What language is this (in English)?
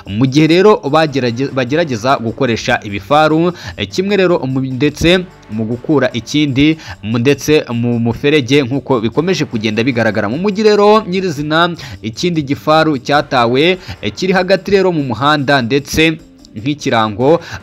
Kinyarwanda